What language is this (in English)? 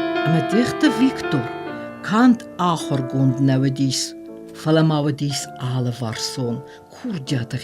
Ossetic